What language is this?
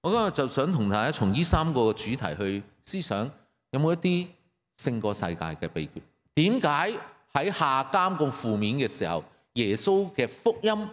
Cantonese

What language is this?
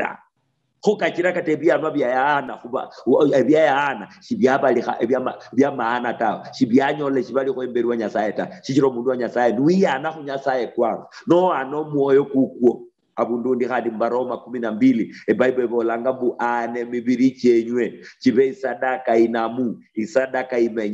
Luyia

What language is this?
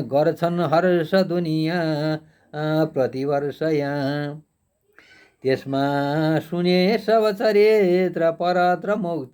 Nepali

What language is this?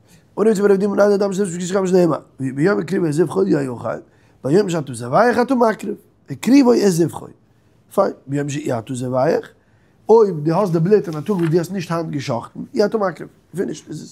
Yiddish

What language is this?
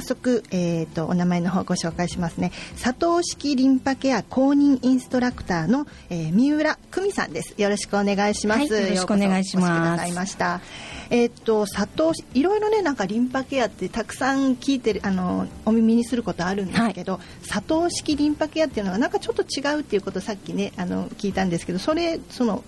Japanese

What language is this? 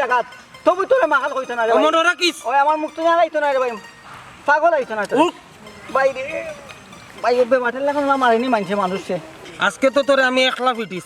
Sylheti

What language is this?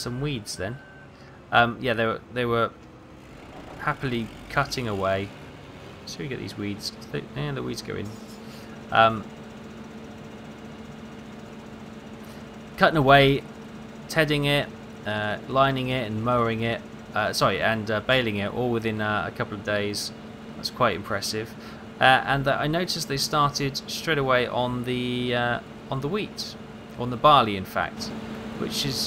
English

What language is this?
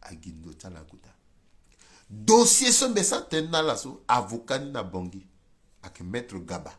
Sango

